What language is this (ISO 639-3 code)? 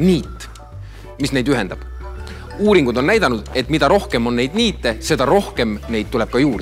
est